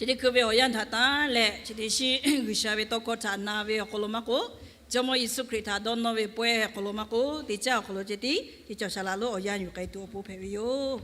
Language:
Lahu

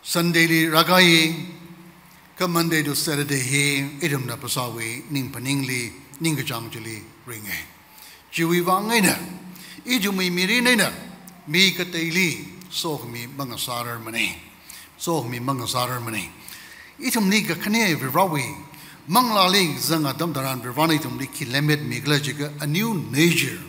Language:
Tangkhul Naga (India)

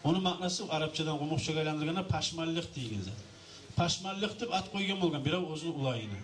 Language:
Kumyk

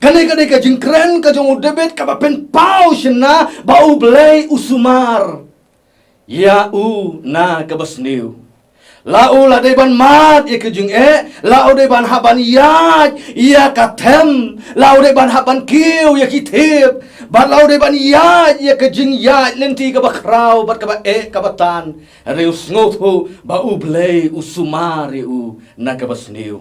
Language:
Khasi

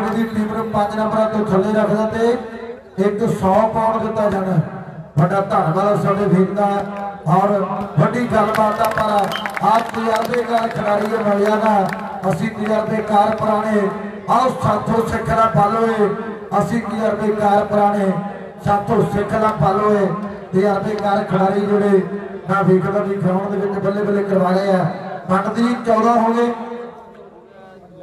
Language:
Punjabi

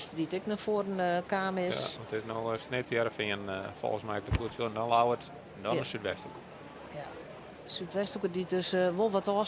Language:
Western Frisian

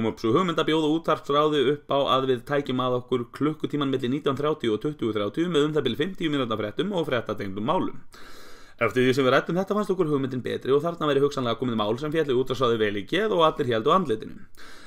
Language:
Icelandic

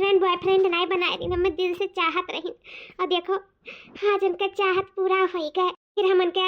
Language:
Awadhi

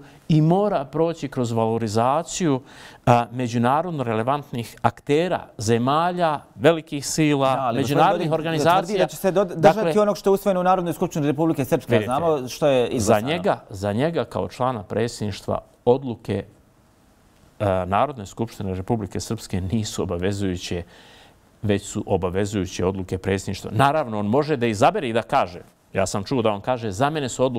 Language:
Bosnian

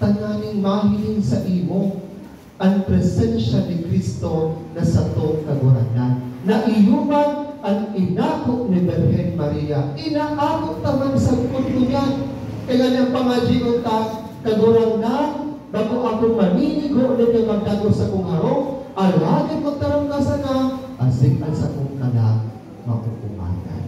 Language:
Bikol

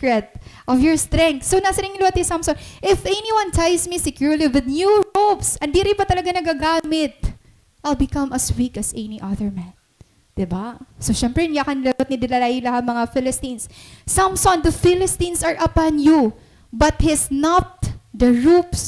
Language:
Waray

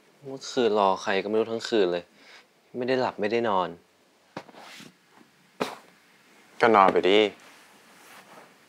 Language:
Thai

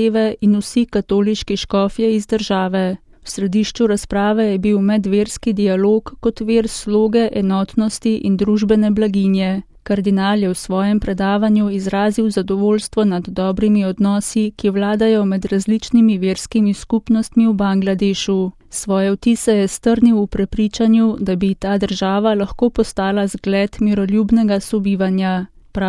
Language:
Slovenian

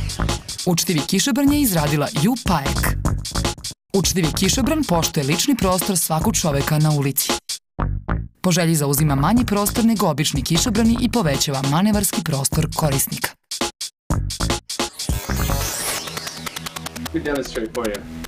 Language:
Serbian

